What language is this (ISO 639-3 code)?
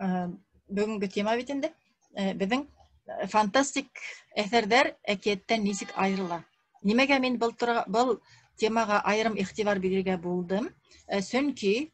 bak